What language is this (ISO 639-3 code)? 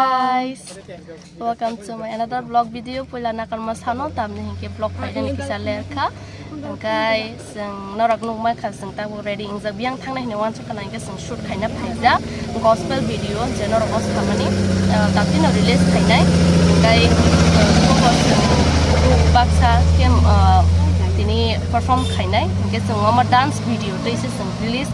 trp